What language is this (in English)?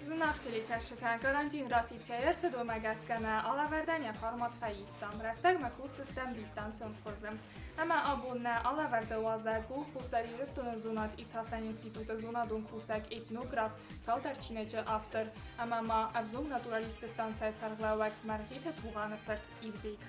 Ossetic